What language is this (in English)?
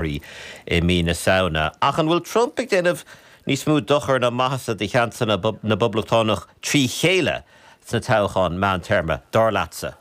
Irish